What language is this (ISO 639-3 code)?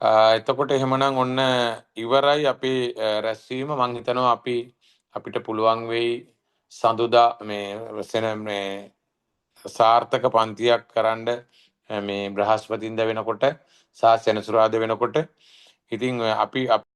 sin